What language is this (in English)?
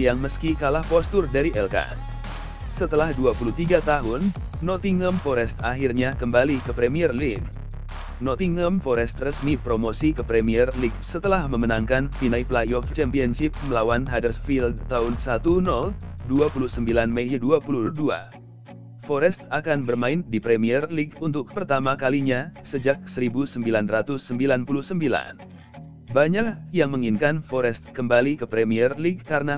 Indonesian